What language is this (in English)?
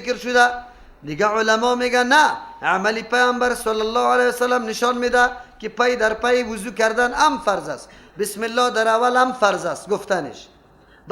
Persian